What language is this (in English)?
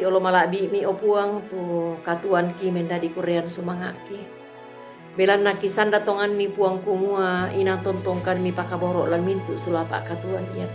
Toraja-Sa'dan